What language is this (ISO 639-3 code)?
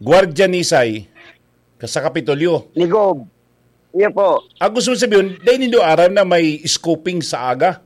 bik